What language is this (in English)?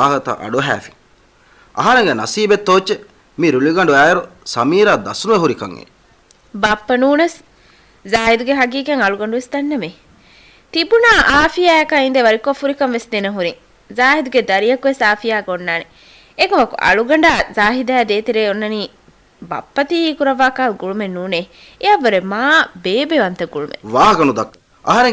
Divehi